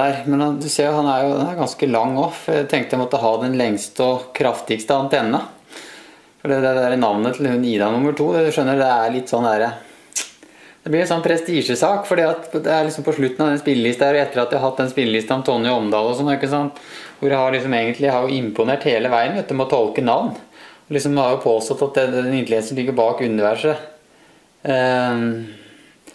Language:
Norwegian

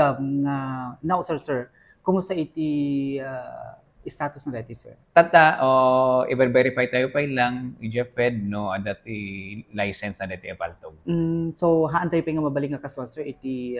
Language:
Iloko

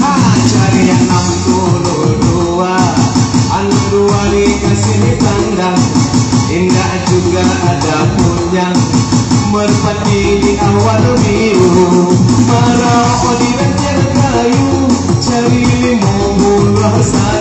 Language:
Minangkabau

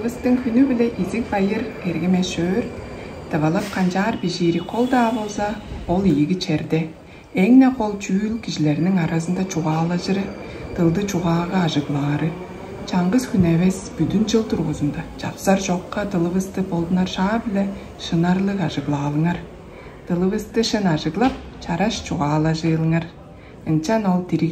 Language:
Tuvinian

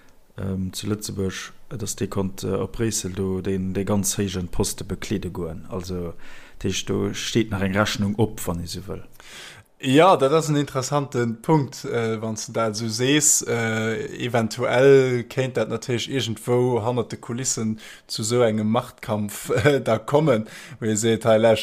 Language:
Luxembourgish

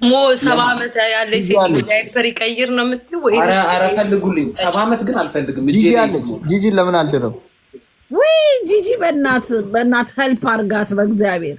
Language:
Amharic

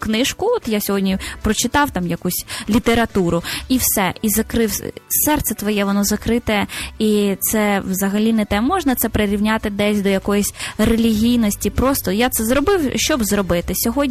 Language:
Ukrainian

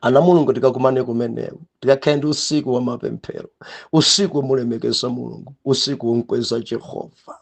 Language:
Nyanja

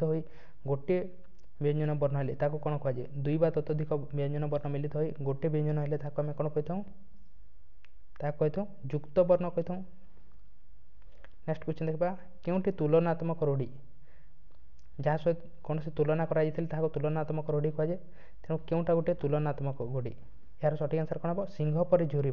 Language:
Odia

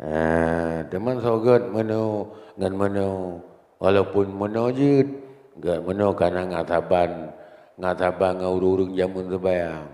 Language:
Achinese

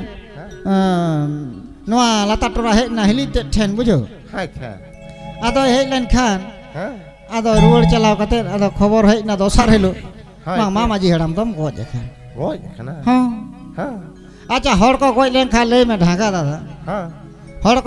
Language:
Santali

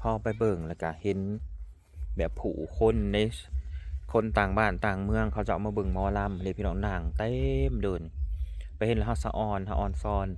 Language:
Northeastern Thai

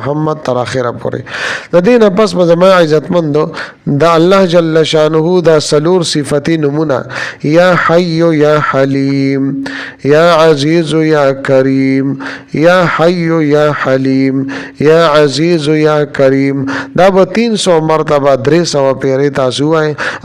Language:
Pashto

